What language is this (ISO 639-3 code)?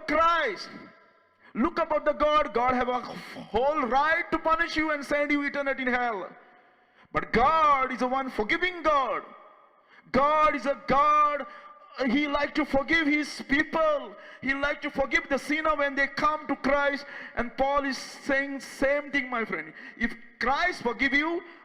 kok